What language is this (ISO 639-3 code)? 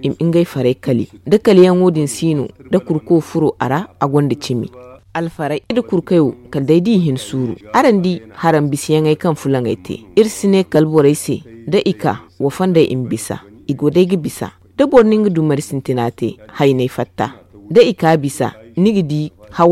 dje